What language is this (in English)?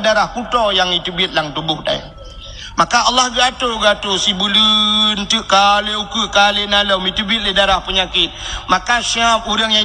Achinese